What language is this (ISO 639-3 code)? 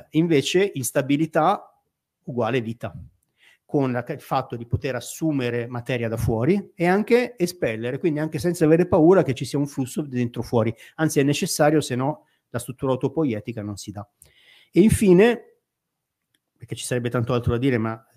ita